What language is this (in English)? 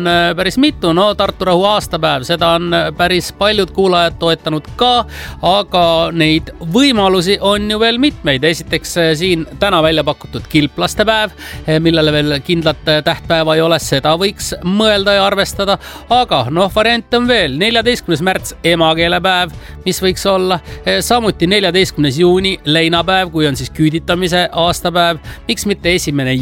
Estonian